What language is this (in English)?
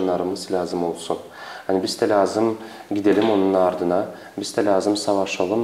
Gagauz